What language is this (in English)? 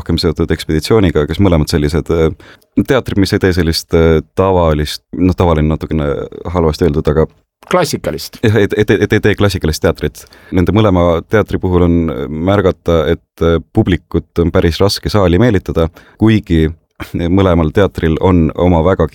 Estonian